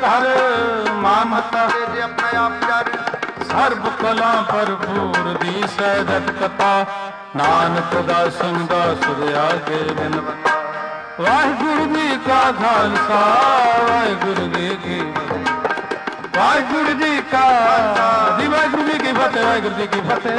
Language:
Punjabi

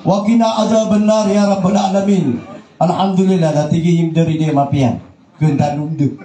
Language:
Maranao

